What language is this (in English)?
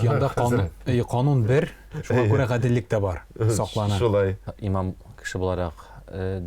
Tatar